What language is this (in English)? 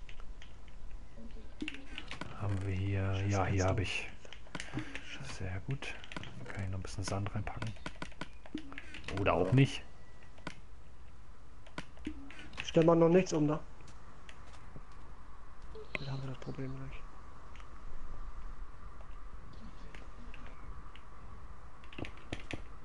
German